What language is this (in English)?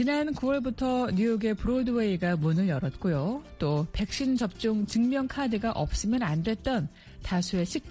Korean